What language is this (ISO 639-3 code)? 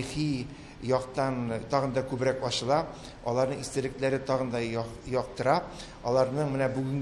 tat